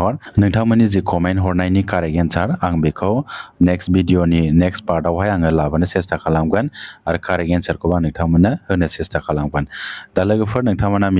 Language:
Bodo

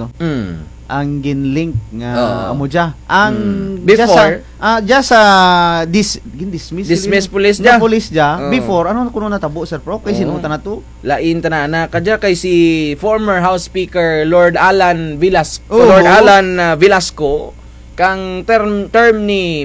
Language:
Kinaray-a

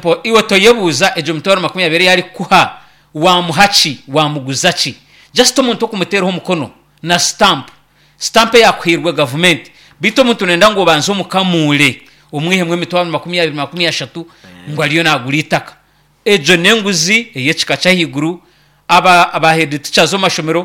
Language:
Nyankole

